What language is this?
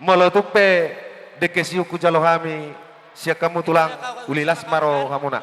Batak Toba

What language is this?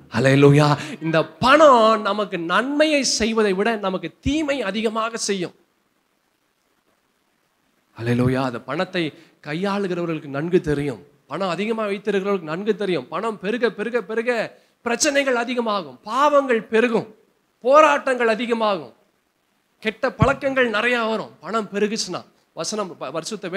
Tamil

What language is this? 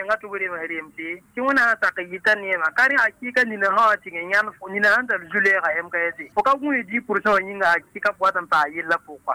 Mossi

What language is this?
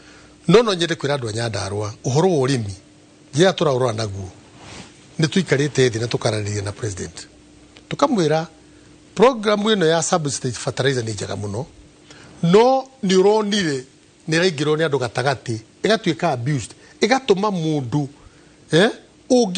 Kikuyu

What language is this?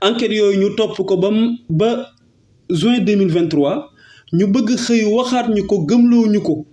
Wolof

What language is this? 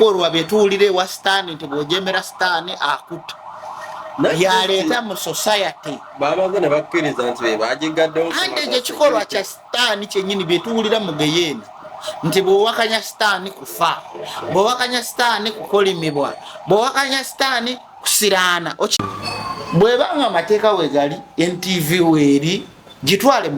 Ganda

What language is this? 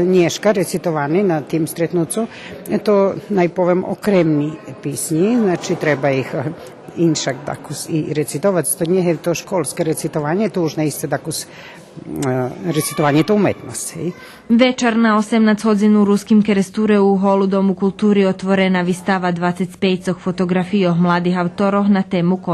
Rusyn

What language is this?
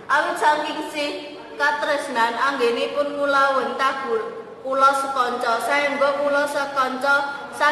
Javanese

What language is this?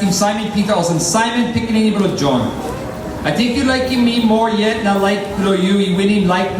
Tok Pisin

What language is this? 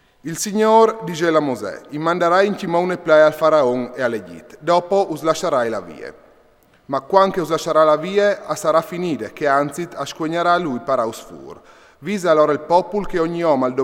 Friulian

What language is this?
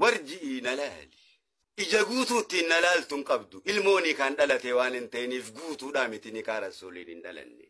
Oromo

